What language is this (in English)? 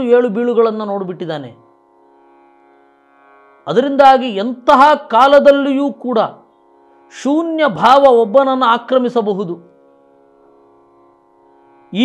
Kannada